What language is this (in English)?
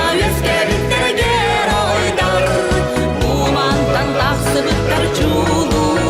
Yakut